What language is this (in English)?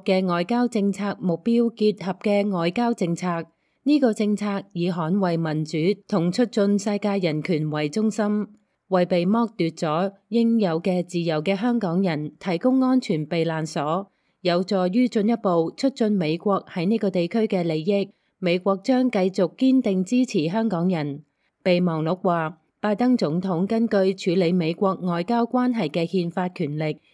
Cantonese